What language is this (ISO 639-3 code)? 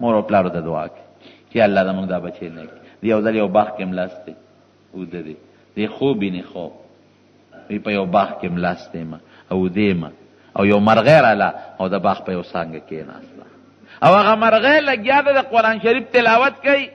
pus